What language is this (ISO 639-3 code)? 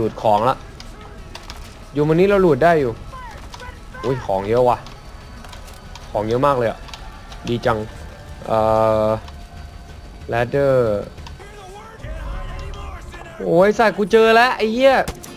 tha